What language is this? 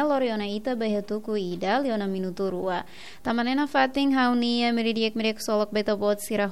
Tetum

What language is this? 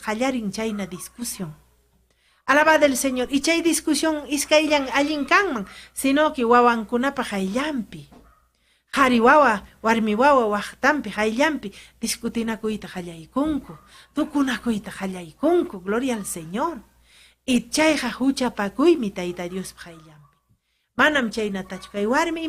Ayacucho Quechua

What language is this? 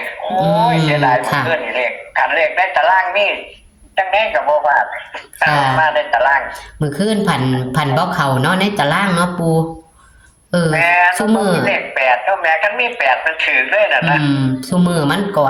Northeastern Thai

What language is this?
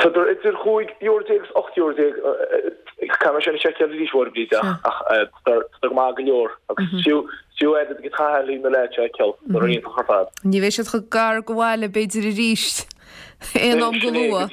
Irish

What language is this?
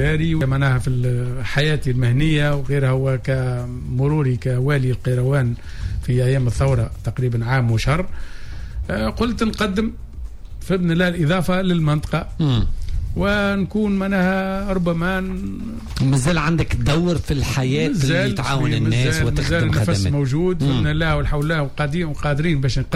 Tunisian Arabic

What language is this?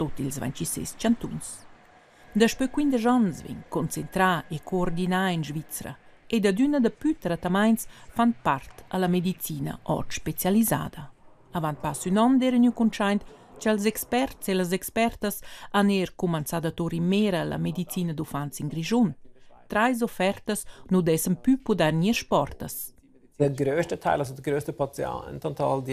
Romansh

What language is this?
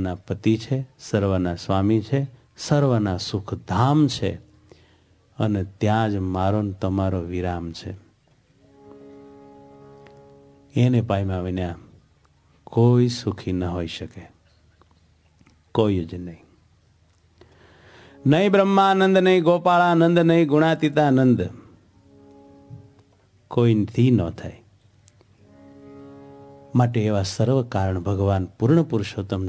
Gujarati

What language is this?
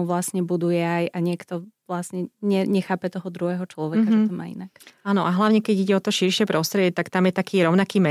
Slovak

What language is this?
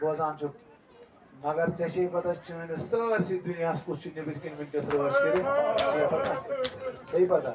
Kashmiri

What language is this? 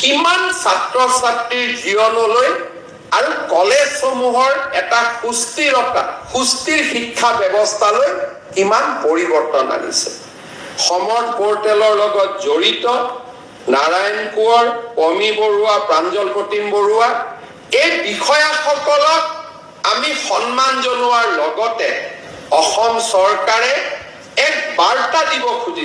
Assamese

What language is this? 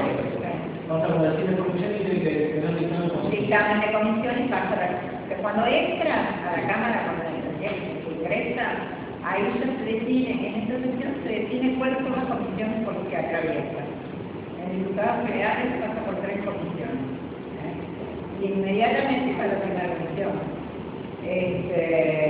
Spanish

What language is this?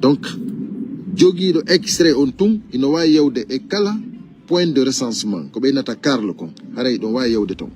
Pular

